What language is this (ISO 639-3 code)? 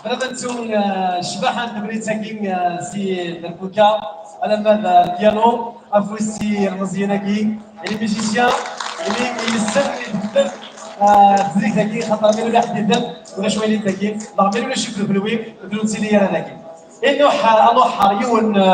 kab